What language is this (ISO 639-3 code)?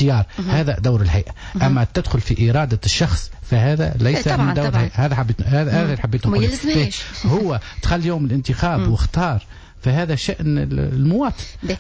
aeb